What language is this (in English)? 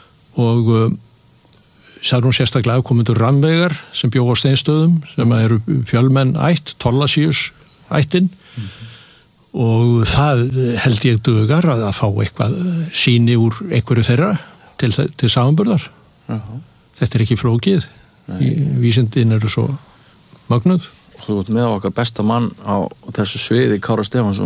Icelandic